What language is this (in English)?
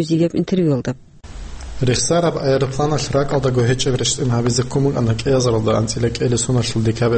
Avaric